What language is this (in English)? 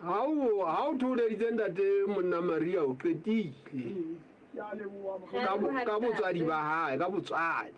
Southern Sotho